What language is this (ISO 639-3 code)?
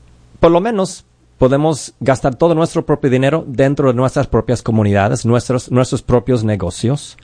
spa